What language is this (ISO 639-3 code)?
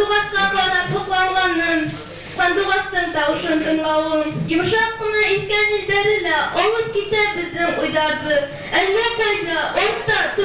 bak